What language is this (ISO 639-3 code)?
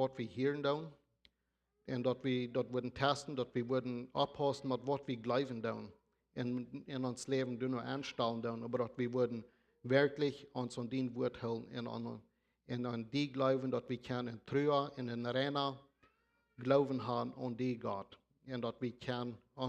pdt